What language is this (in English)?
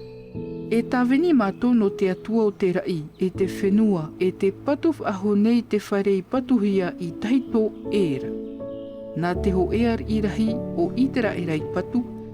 Tahitian